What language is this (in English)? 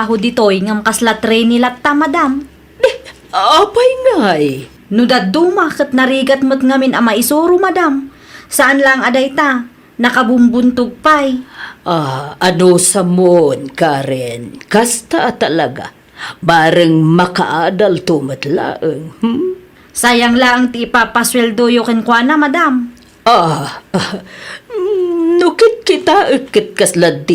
Iloko